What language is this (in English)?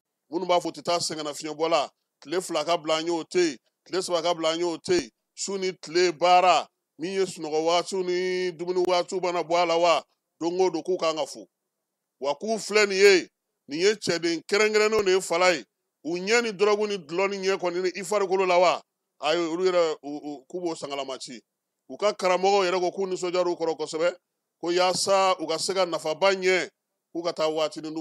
Bambara